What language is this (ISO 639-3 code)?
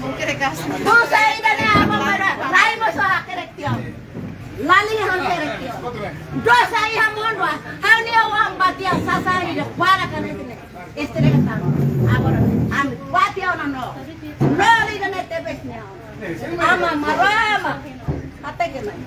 tet